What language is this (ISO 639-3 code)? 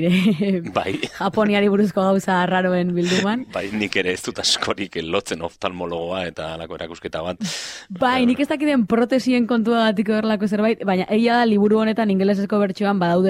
eus